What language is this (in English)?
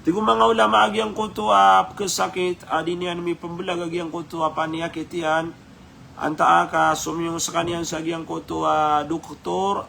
Maranao